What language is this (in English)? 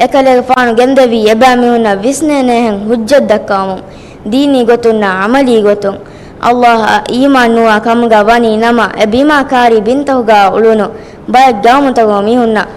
Divehi